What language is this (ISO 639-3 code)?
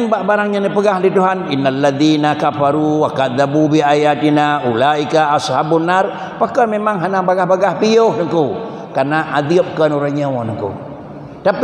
ace